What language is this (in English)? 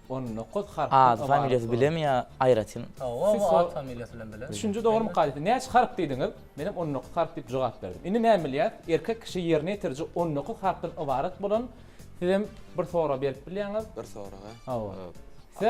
Turkmen